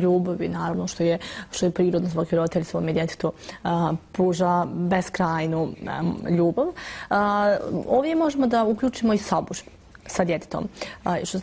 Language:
Bosnian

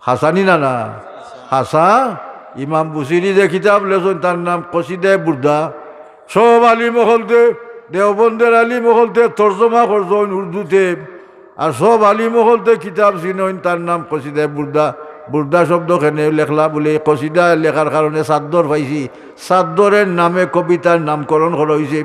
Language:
Sylheti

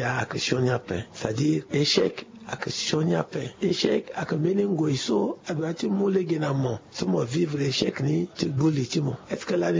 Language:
Sango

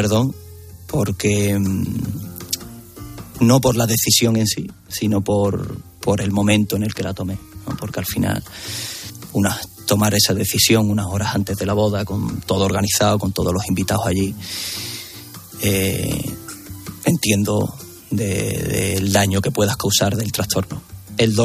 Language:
Spanish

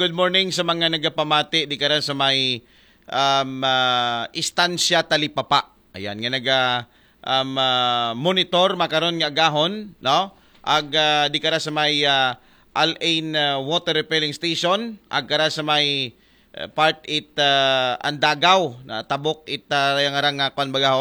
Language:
Aklanon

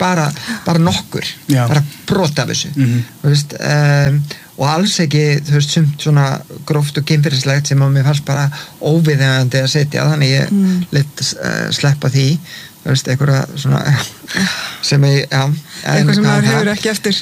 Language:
Icelandic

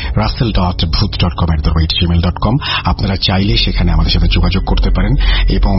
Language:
Bangla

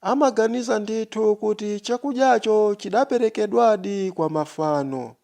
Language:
Nyanja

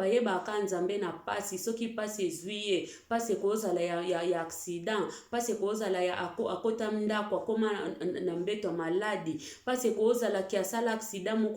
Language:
Lingala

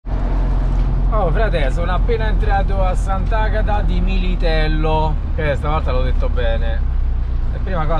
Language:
Italian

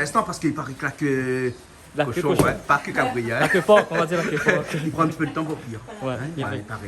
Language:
Réunion Creole French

